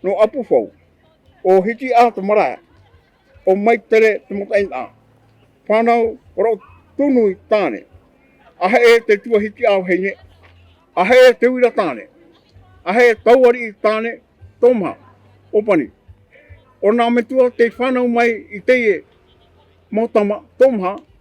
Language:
Tahitian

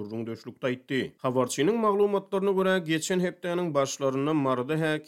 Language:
Turkmen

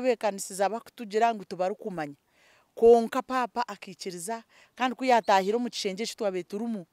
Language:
Nyankole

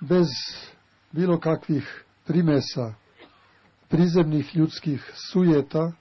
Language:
Serbian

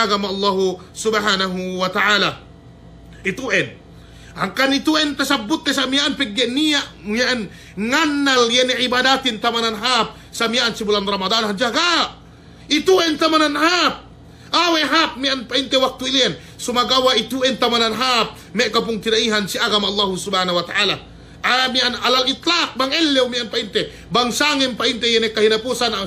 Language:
Yakan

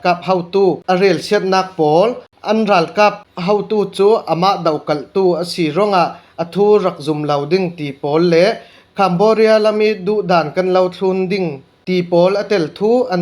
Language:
Falam Chin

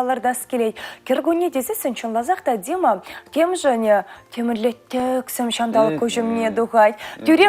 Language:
Chuvash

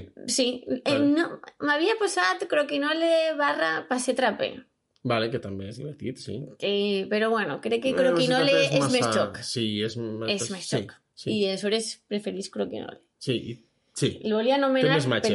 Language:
Catalan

